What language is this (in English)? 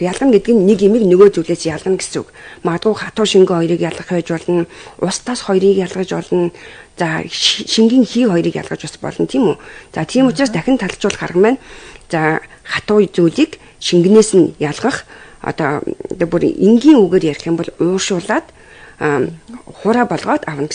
Mongolian